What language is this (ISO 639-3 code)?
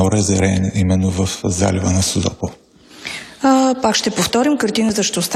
bul